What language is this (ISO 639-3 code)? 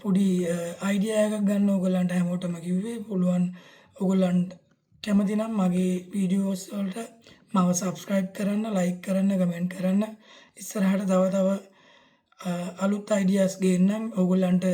sin